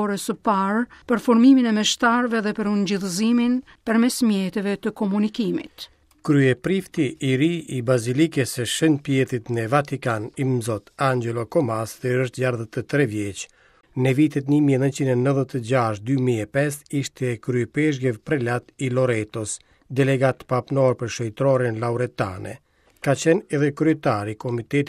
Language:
Albanian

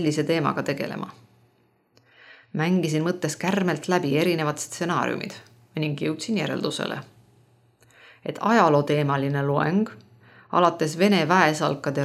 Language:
Estonian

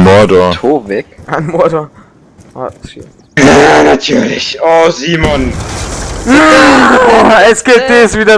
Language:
Bavarian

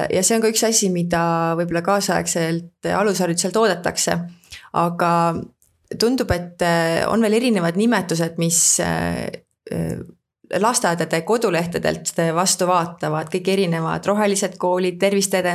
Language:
Estonian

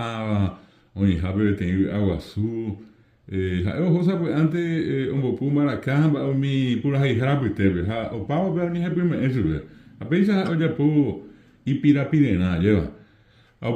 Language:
Guarani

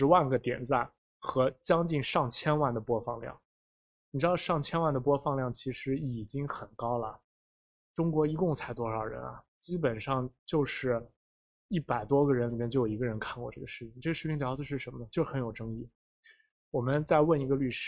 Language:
Chinese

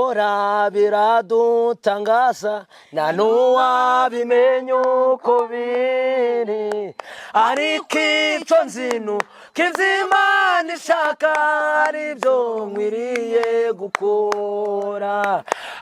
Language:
Kinyarwanda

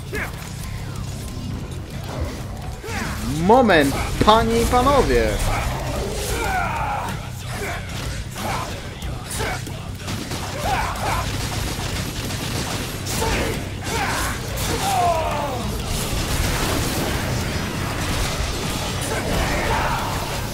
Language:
Polish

